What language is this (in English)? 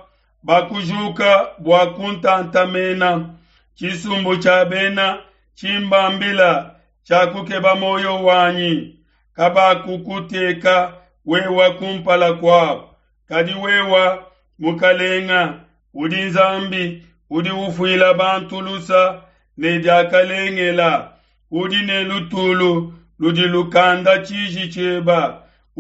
Luba-Lulua